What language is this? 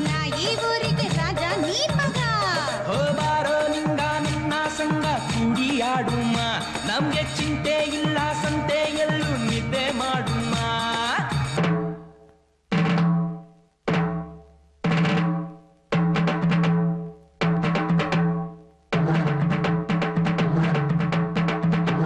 Kannada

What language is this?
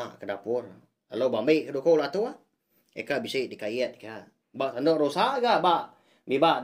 Iban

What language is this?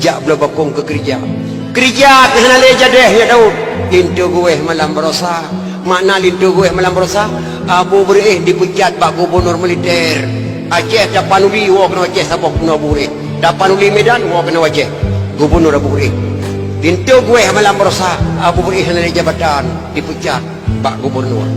Achinese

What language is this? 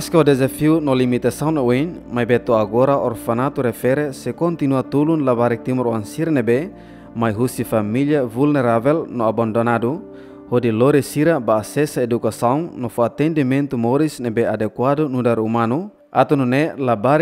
Tetum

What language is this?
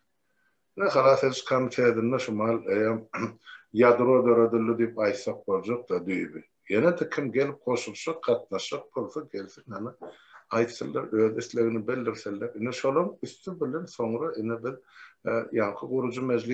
Turkmen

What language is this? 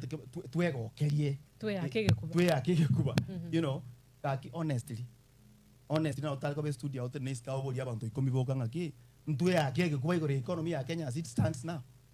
Gusii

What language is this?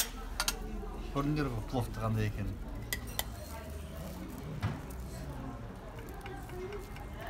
Kazakh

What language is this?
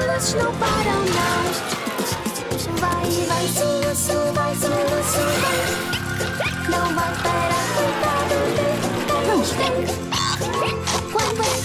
Portuguese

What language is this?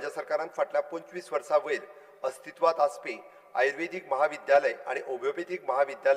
Konkani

